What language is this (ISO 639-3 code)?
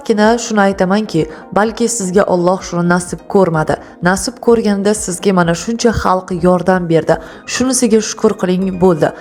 uzb